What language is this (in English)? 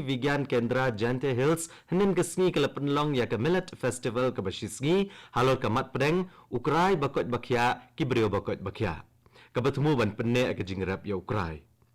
Khasi